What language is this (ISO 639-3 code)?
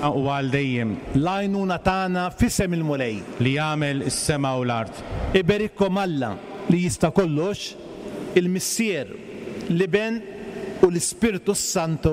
mlt